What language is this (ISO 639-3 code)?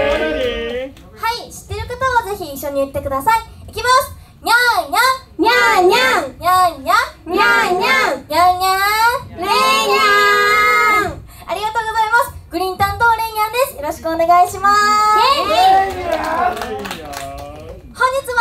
jpn